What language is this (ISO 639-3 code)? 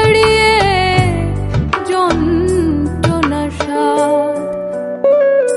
ben